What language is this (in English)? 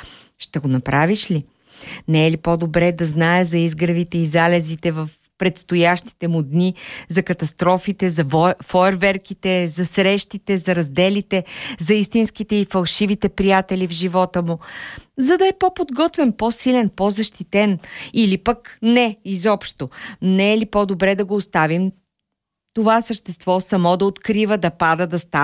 Bulgarian